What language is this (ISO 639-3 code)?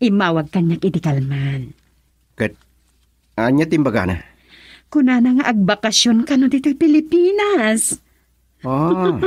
ilo